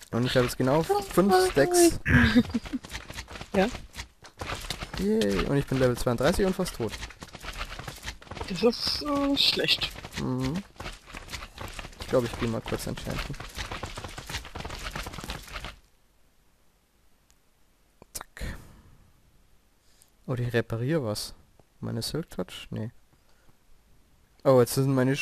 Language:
German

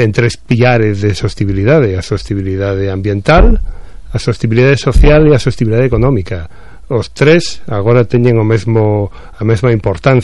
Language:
Galician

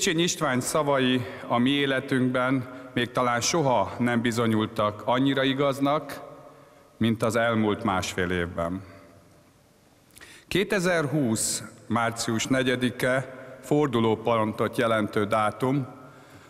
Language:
Hungarian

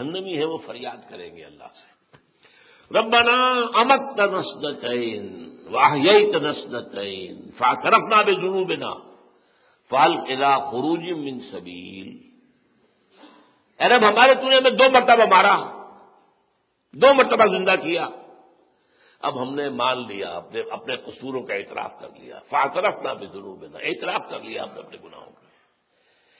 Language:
Urdu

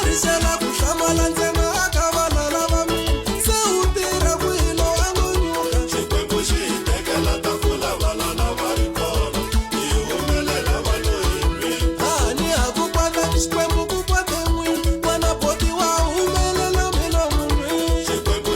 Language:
Tsonga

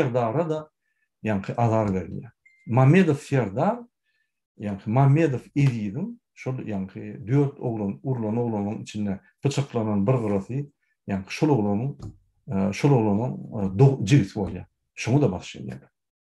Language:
Turkmen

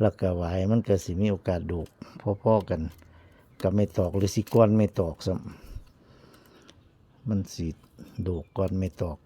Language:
Northeastern Thai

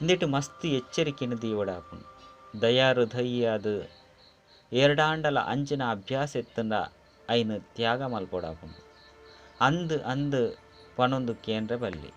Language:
Tulu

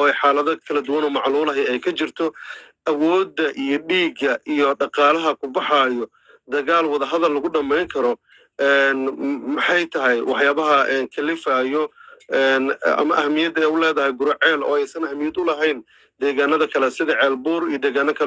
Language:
Somali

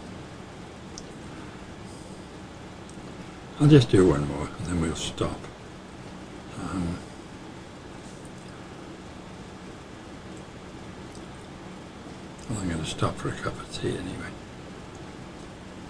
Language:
English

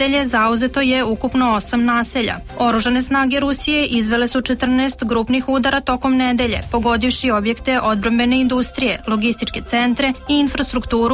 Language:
Serbian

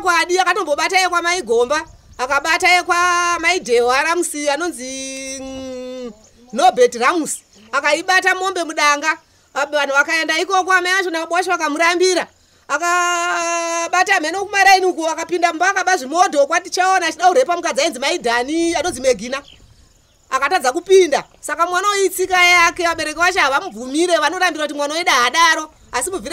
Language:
Shona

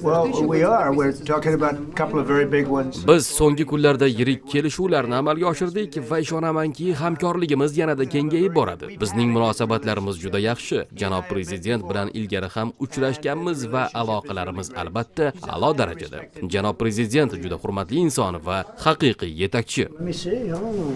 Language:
Uzbek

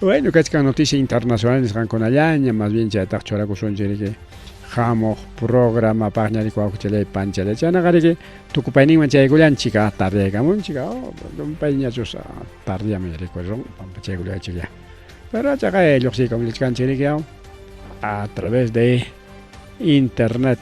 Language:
Ayacucho Quechua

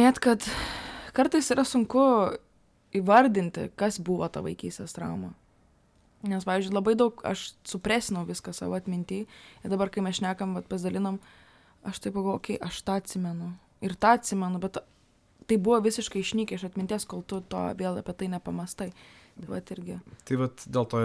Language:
Lithuanian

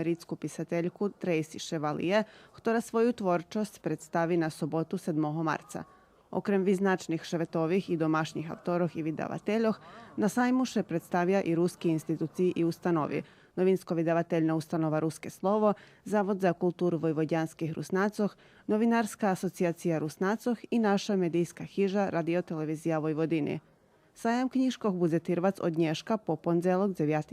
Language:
Rusyn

